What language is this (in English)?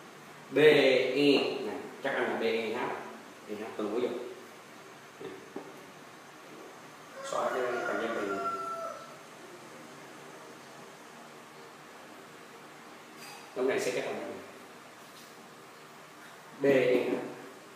Vietnamese